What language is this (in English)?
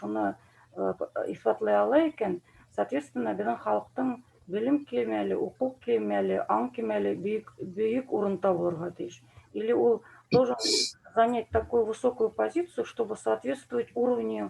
Bashkir